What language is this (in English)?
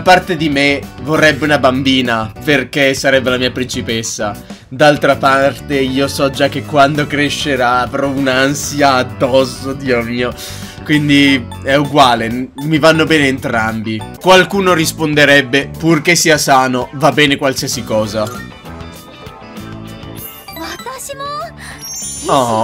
Italian